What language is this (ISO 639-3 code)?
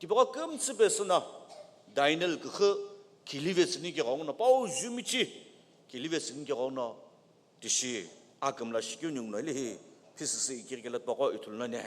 nsm